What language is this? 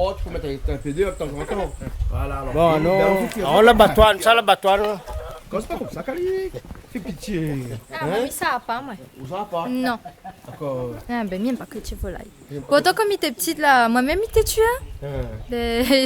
Réunion Creole French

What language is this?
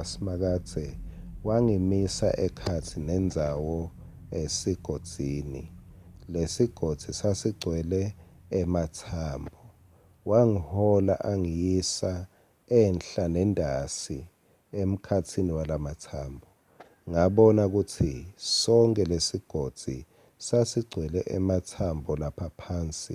Swati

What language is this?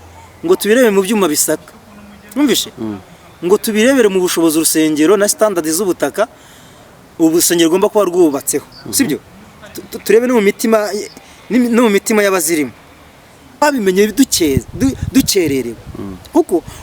Kinyarwanda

